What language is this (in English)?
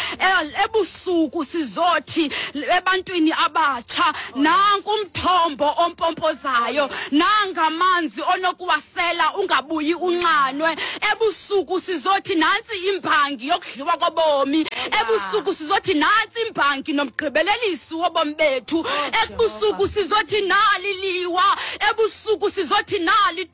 Xhosa